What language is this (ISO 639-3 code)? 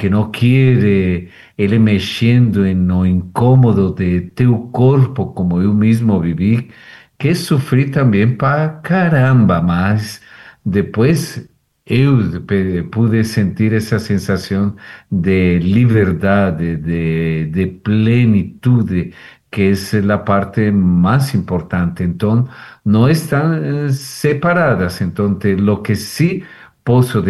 por